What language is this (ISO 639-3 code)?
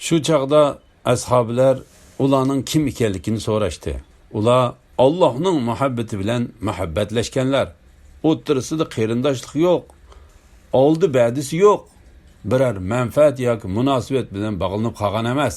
uig